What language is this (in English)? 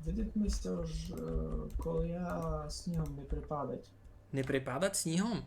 Rusyn